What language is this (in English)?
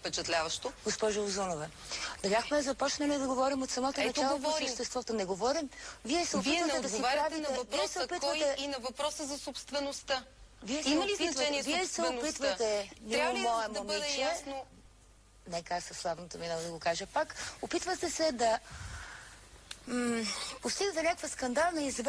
Bulgarian